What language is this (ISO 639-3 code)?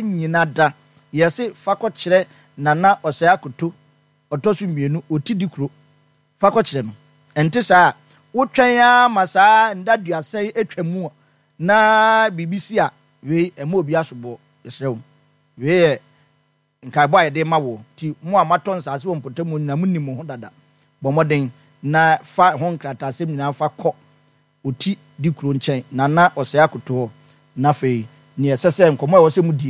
aka